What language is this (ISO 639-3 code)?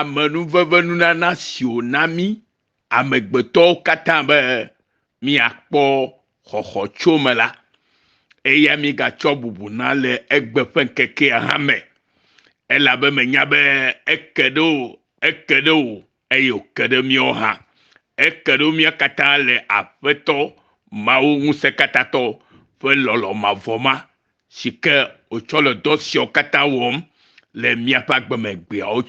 ewe